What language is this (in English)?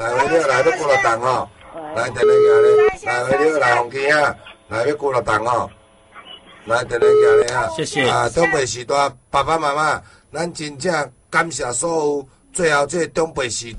Min Nan Chinese